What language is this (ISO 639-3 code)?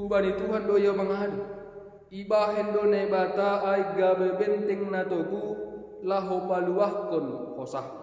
bts